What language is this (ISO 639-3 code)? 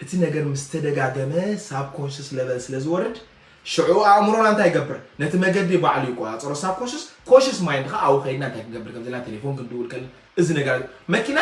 tir